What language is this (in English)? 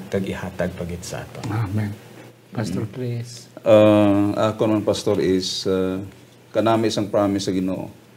Hiligaynon